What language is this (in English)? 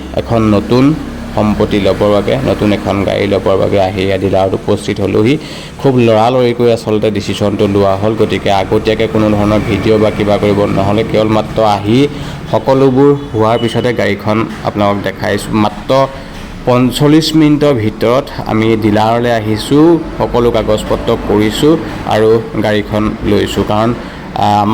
Assamese